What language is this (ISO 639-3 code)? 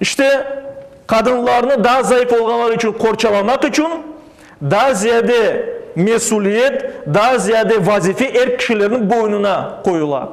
crh